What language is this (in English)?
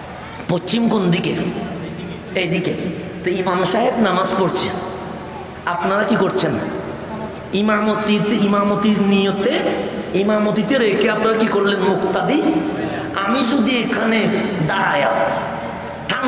Bangla